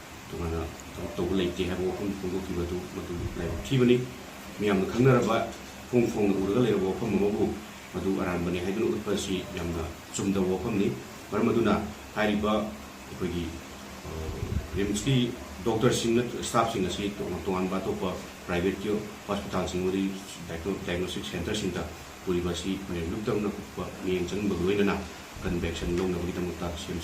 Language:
Manipuri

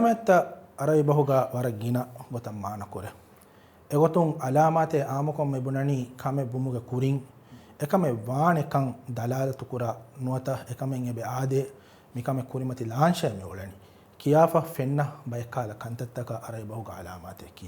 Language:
Divehi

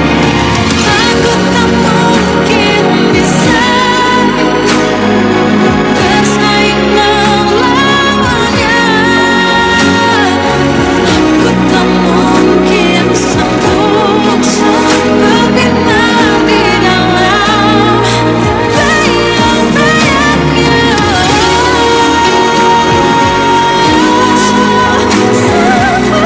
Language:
Indonesian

